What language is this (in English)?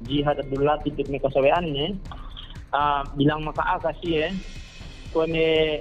Yakan